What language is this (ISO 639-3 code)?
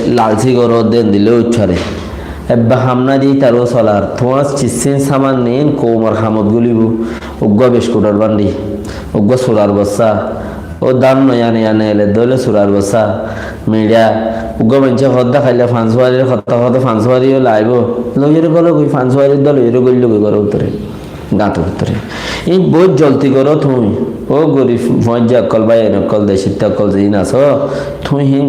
rhg